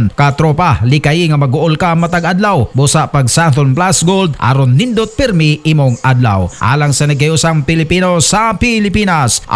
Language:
Cebuano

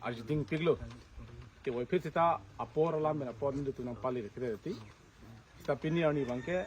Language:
Karbi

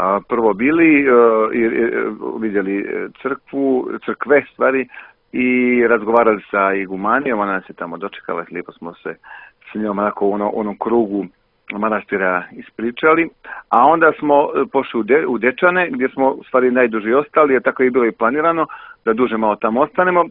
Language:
Serbian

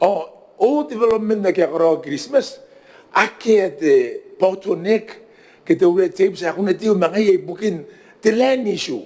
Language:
Gilbertese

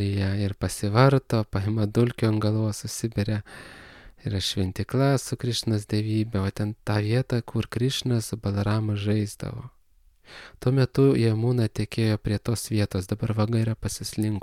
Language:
Lithuanian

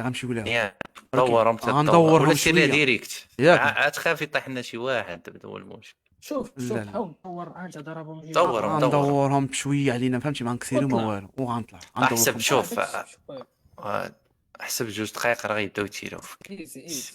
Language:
Moroccan Arabic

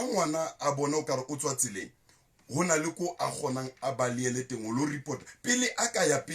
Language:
Southern Sotho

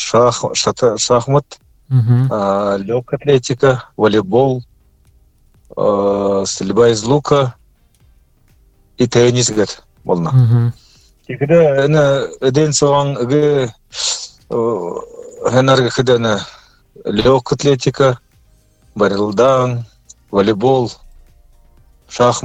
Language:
Buriat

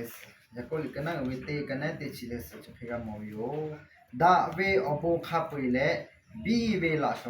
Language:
Lahu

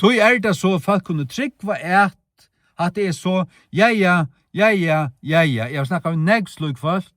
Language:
Faroese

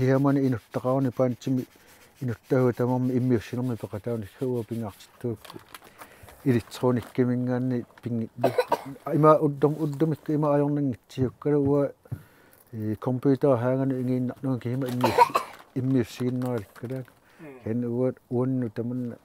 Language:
Kalaallisut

